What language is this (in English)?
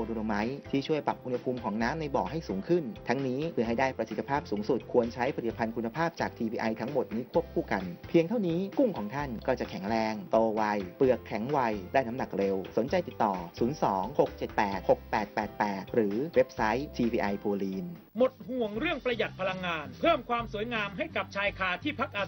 Thai